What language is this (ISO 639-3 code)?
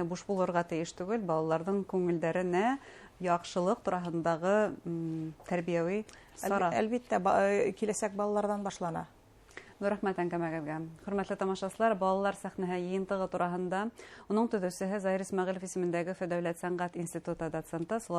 bak